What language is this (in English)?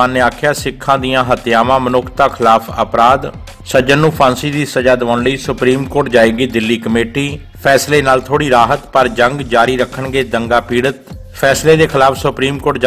Punjabi